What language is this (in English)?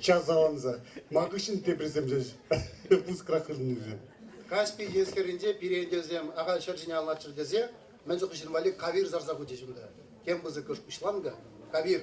Chuvash